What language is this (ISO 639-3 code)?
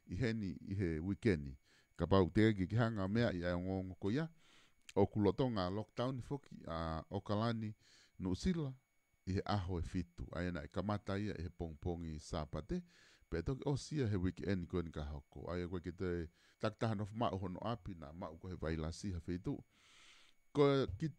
ton